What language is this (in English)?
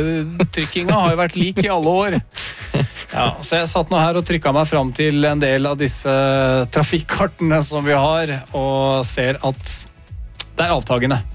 Norwegian